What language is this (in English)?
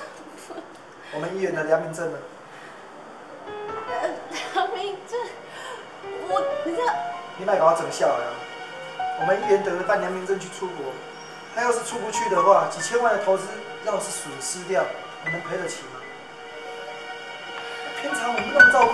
Chinese